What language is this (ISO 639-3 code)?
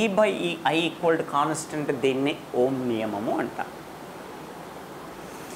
tel